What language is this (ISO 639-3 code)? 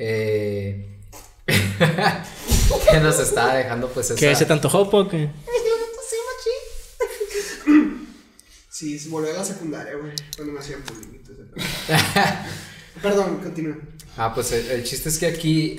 spa